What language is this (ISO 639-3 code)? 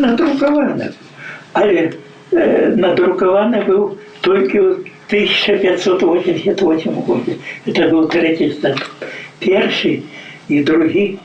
bel